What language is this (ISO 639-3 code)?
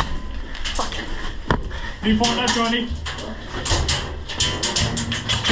dan